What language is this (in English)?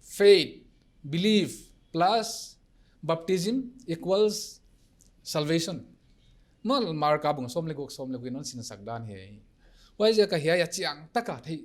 Paite Chin